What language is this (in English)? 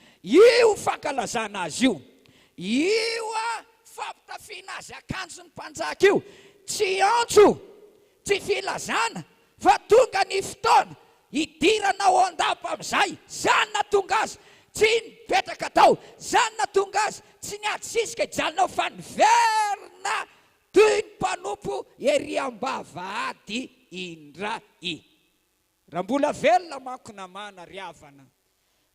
Malagasy